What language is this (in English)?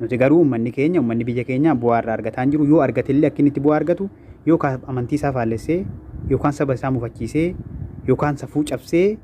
Oromo